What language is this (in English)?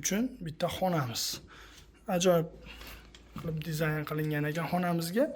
Uzbek